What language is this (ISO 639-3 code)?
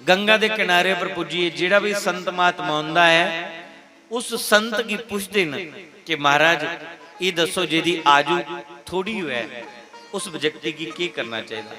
doi